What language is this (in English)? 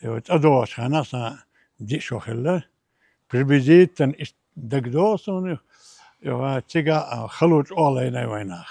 Chechen